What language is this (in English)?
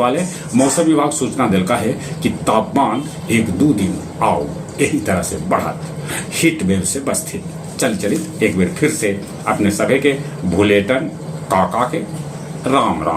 Magahi